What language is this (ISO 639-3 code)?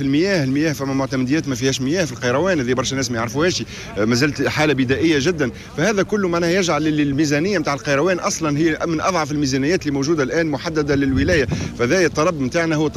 aeb